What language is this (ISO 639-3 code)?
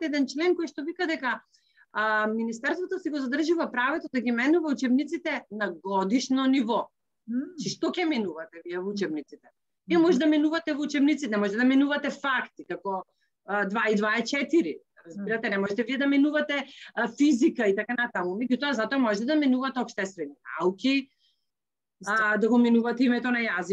mkd